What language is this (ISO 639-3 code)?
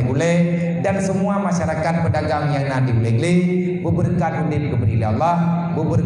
ace